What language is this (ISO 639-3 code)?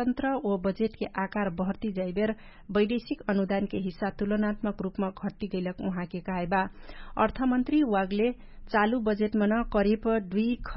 thl